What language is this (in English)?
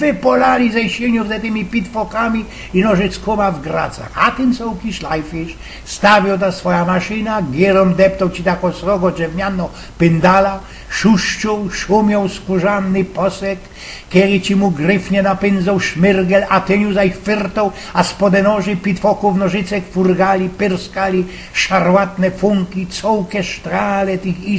Silesian